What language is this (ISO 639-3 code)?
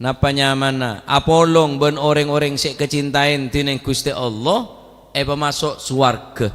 mad